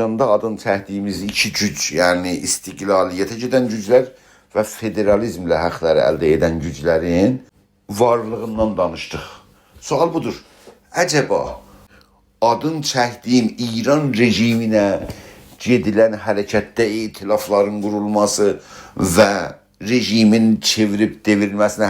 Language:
South Azerbaijani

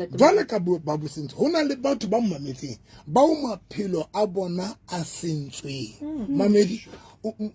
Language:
Southern Sotho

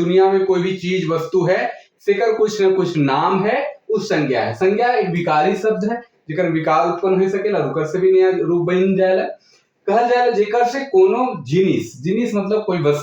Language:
Sadri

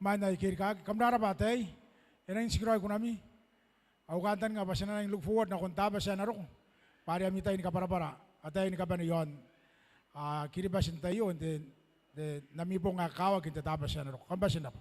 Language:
Gilbertese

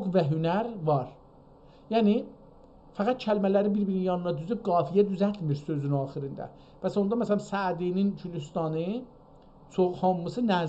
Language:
South Azerbaijani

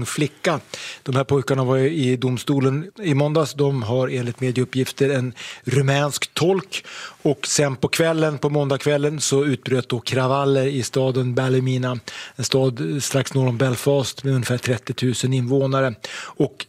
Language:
Swedish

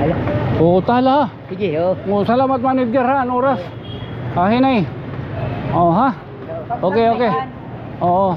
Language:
Waray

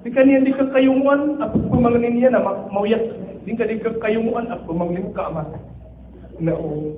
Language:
Maranao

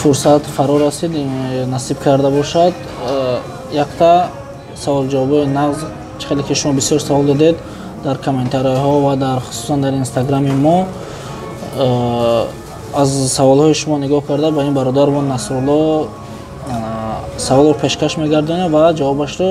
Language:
Tajik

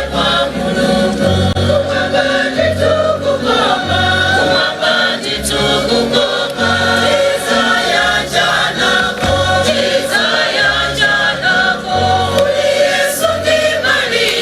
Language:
Nyanja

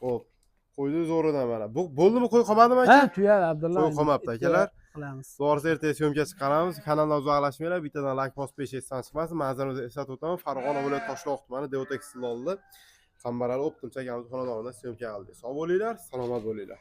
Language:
Uzbek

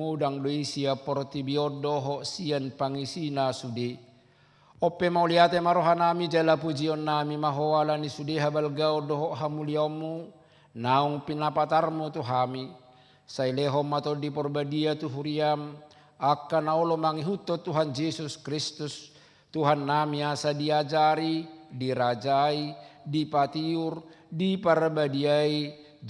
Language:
Batak Toba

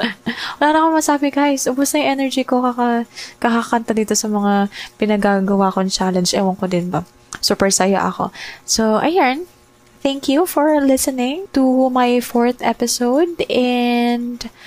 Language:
Filipino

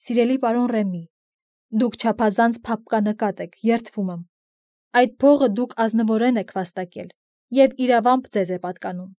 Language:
Armenian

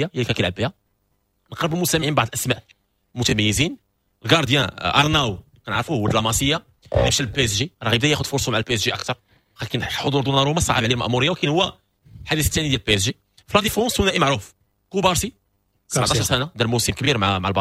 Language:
Moroccan Arabic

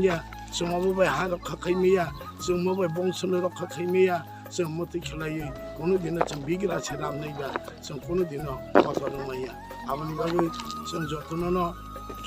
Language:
Kok Borok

